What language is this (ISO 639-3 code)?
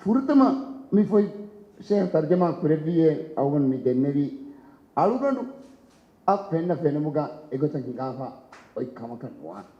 div